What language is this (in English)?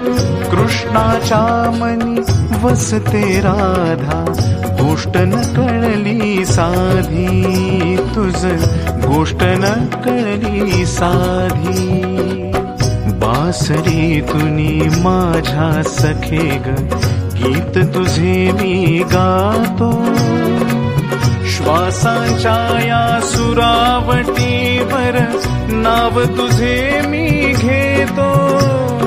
Marathi